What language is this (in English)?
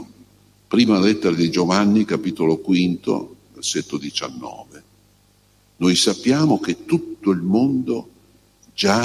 Italian